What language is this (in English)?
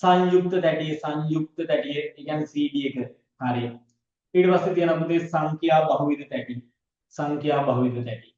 Sinhala